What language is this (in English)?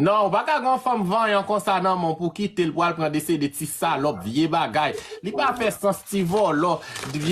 Haitian Creole